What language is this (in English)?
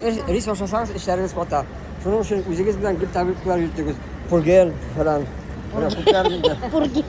Bashkir